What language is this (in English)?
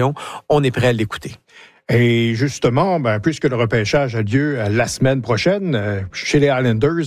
French